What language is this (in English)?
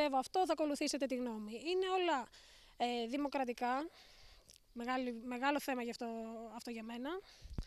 Greek